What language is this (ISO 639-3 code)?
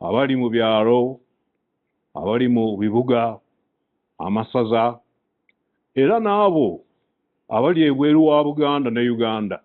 lug